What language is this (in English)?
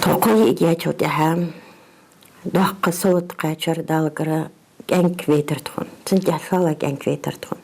Ingush